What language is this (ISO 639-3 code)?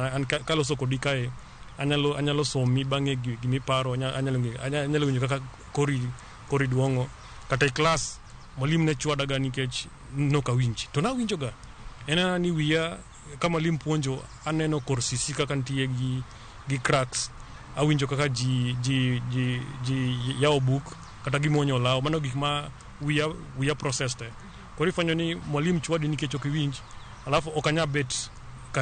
luo